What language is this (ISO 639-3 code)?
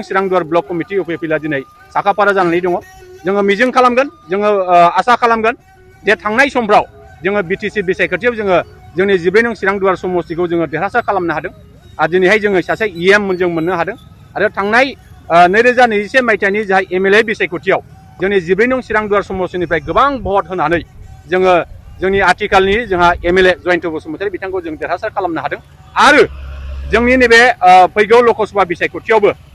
brx